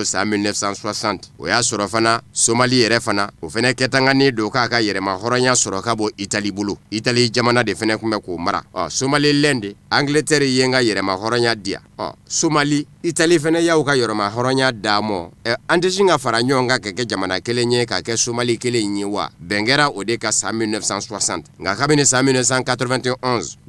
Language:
Bambara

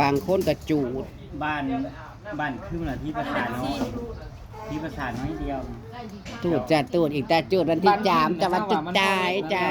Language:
Northeastern Thai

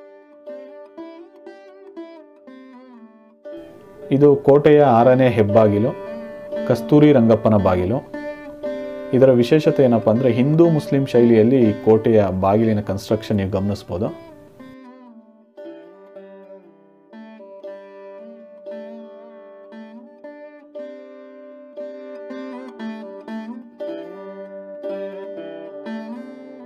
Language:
Kannada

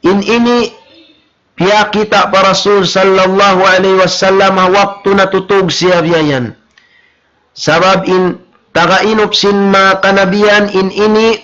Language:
Tausug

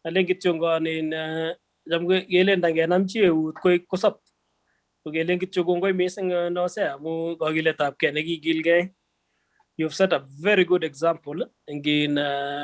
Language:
Kalenjin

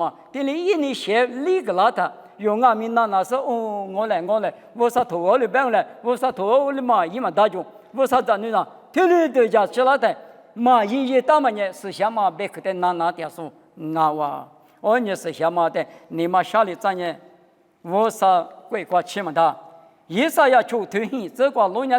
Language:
Lisu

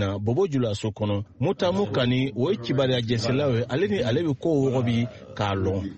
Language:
Bambara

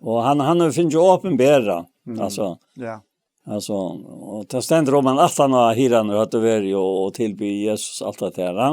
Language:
Faroese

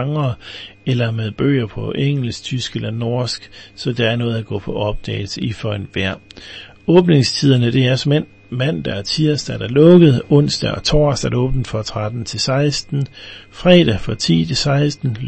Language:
Danish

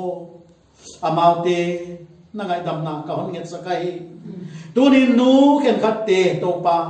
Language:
Paite Chin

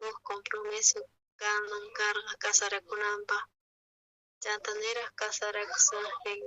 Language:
South Bolivian Quechua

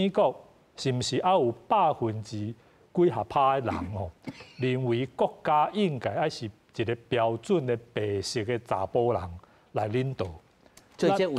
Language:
Min Nan Chinese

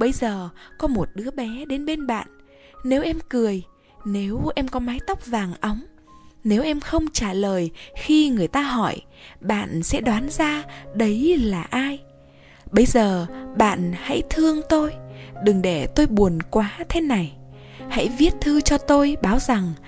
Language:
Vietnamese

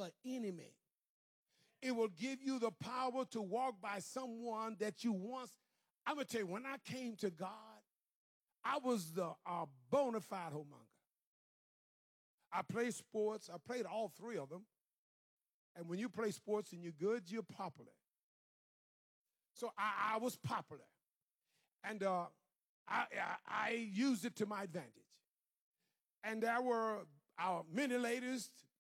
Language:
English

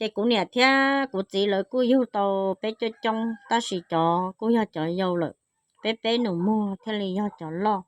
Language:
Hmong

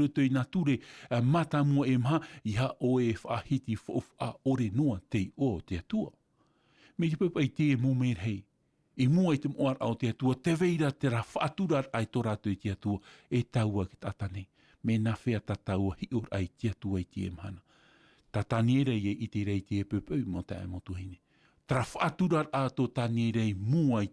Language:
Tahitian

